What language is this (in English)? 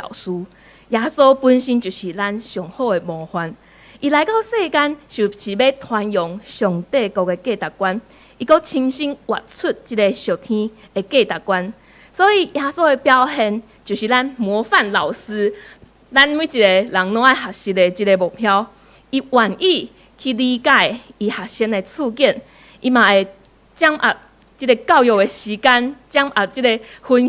Min Nan Chinese